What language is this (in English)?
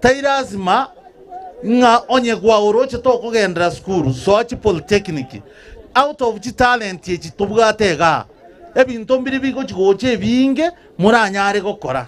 Gusii